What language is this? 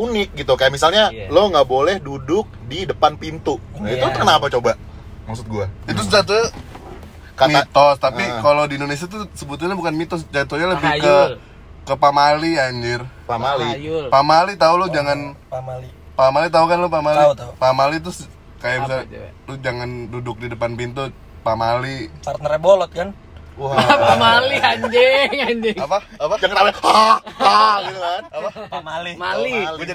Indonesian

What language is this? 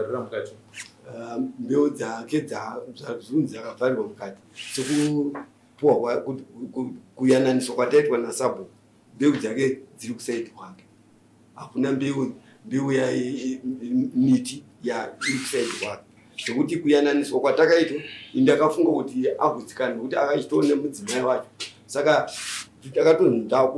Shona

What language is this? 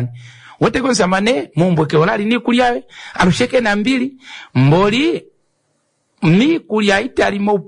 Kuanyama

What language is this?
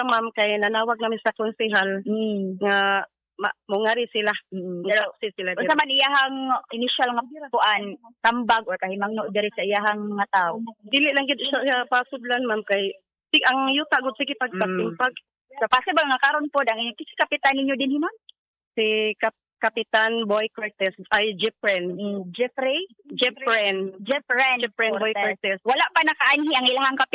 Cebuano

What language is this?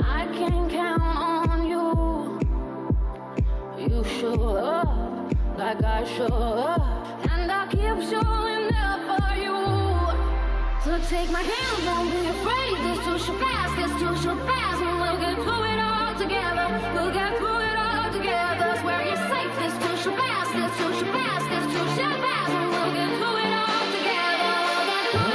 English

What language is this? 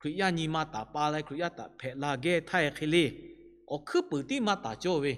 Lahu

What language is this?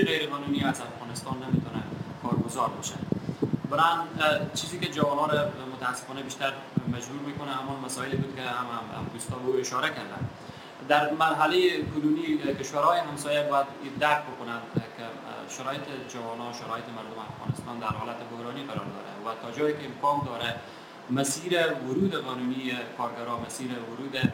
Persian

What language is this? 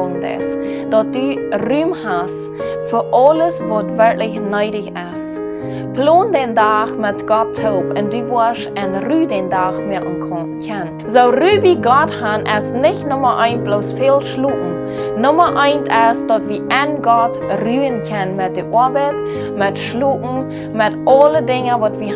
Plautdietsch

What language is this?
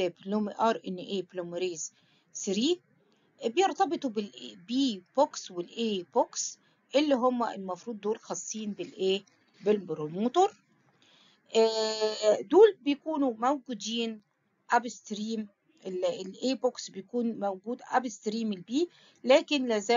Egyptian Arabic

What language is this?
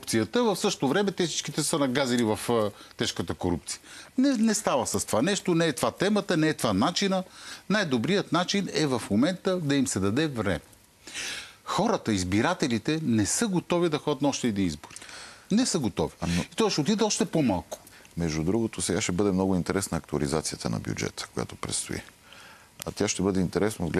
Bulgarian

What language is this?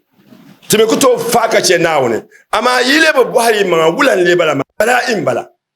Dagbani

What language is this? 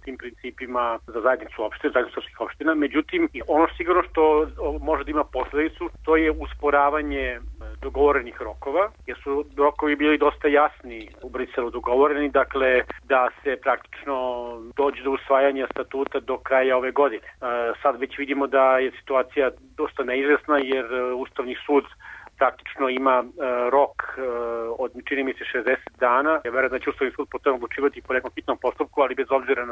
Serbian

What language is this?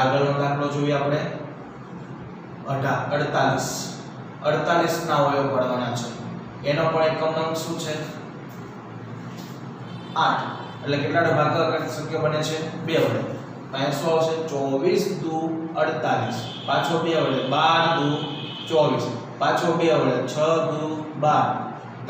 Gujarati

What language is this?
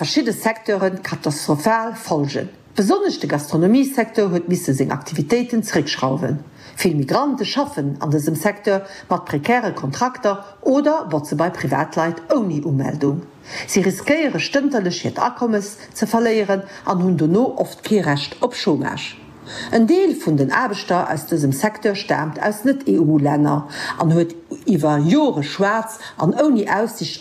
Luxembourgish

